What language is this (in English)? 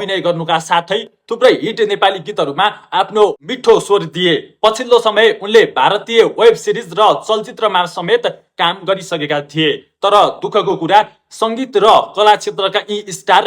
Nepali